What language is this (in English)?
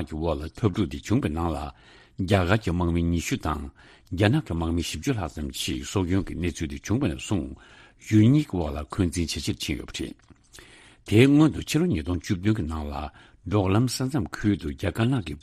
Tibetan